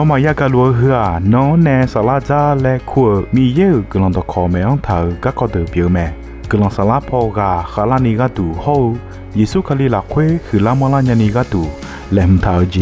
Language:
Akha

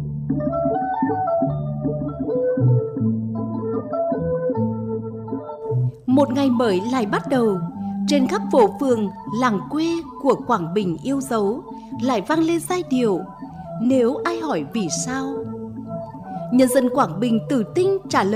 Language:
Vietnamese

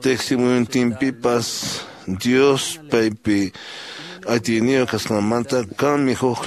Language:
Quechua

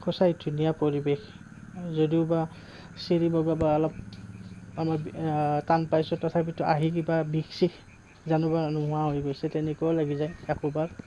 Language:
Assamese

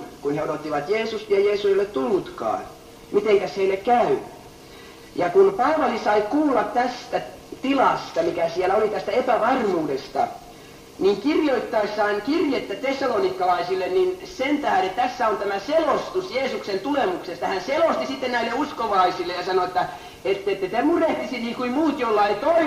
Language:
Finnish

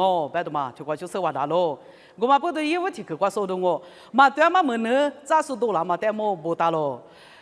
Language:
Lisu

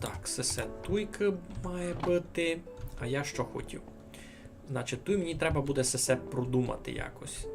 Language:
Rusyn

